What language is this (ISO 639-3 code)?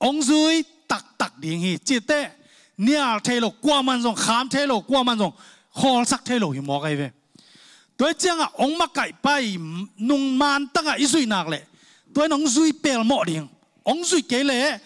ctd